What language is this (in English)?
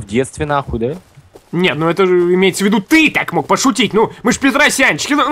Russian